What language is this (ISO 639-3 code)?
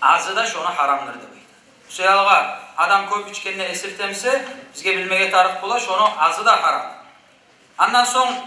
kum